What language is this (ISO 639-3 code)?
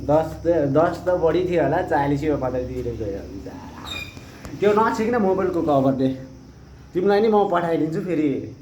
nep